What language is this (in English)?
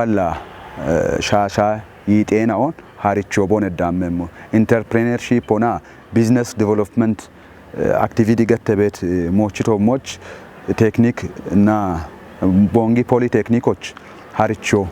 Kafa